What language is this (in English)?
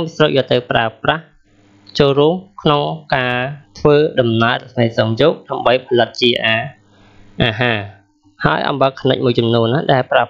Khmer